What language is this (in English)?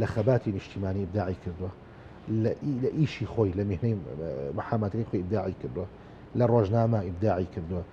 Central Kurdish